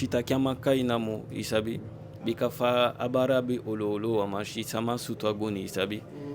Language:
Eastern Maroon Creole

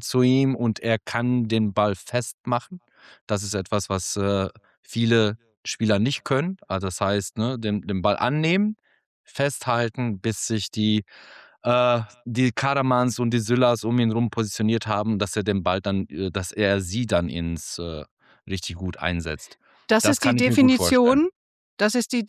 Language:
German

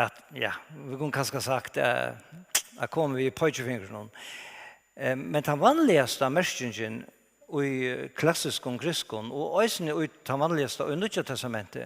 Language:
Faroese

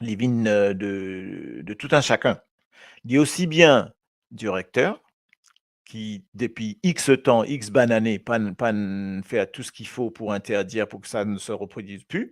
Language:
Morisyen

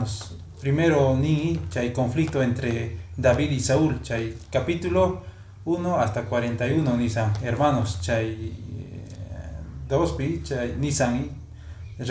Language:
Quechua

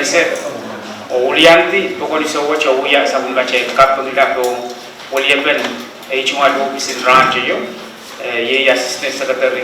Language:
Pohnpeian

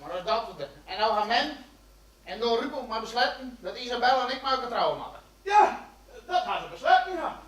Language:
Western Frisian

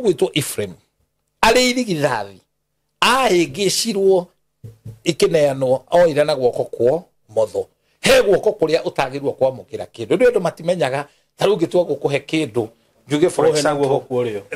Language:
Kikuyu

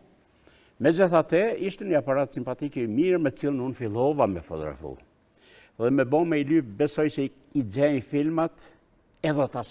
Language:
Albanian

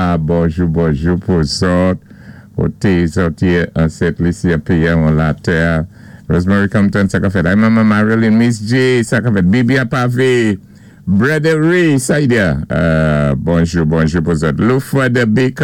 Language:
Saint Lucian Creole French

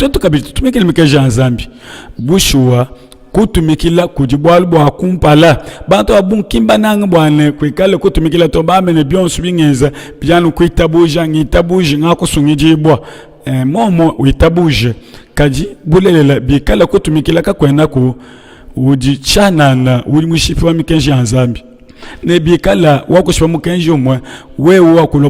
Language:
Luba-Lulua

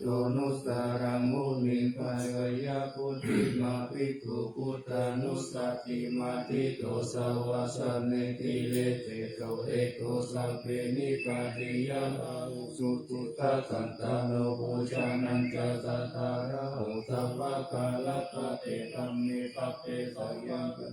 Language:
Pali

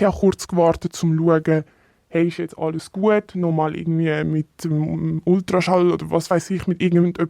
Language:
Swiss German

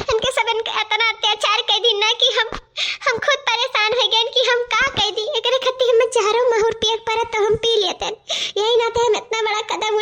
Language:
Awadhi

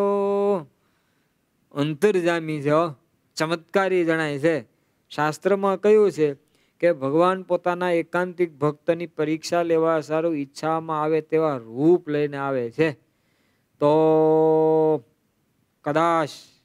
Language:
Gujarati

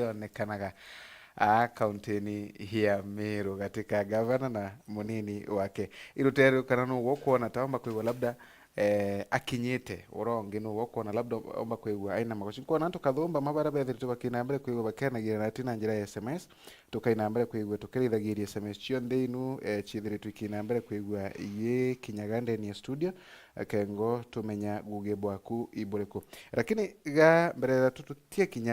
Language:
Meru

